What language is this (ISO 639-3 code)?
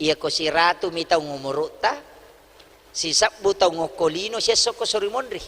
bug